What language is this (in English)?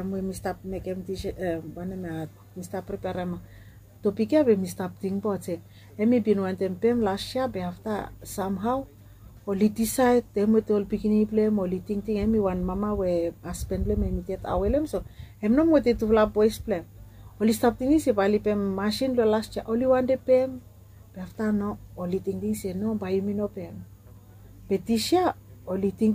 Bislama